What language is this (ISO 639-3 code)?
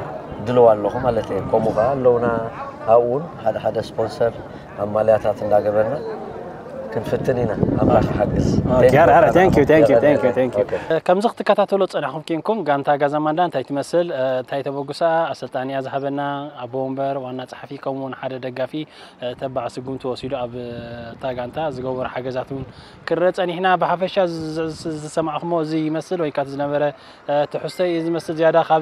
tir